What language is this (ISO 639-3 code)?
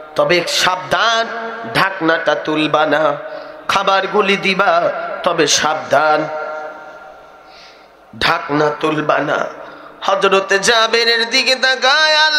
ben